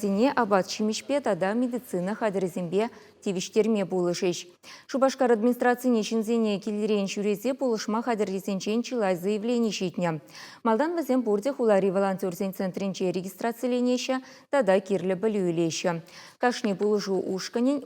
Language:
Chuvash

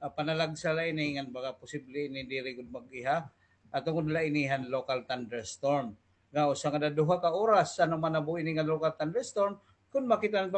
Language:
Waray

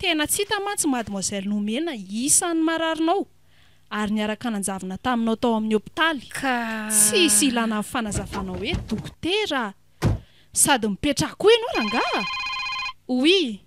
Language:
Malagasy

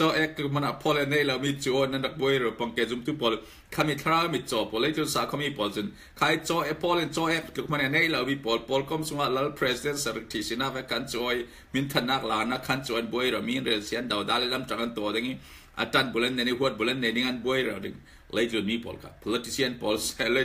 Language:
Falam Chin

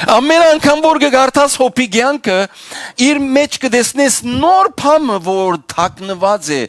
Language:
Western Armenian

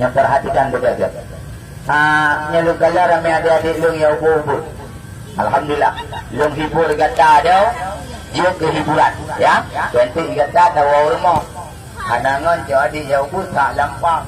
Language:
Achinese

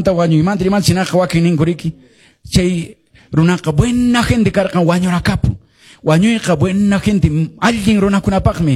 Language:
Quechua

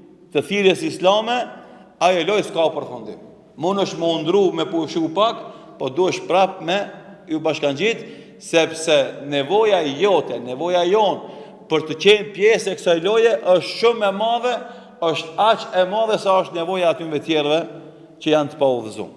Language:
Albanian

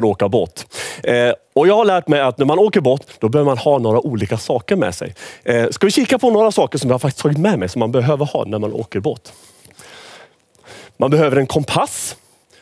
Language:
Swedish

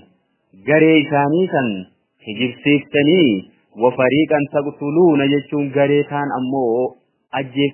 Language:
Oromo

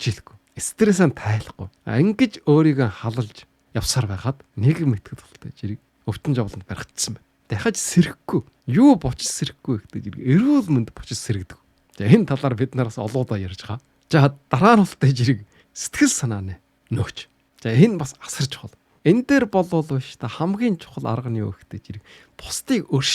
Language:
Mongolian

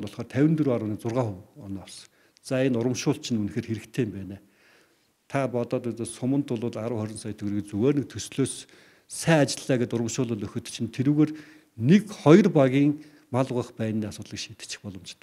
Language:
Mongolian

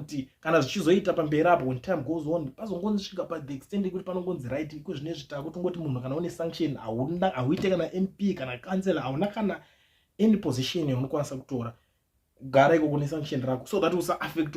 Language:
Shona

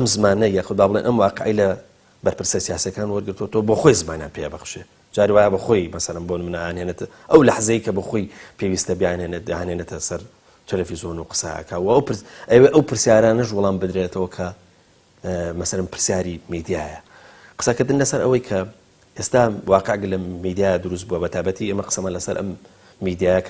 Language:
Central Kurdish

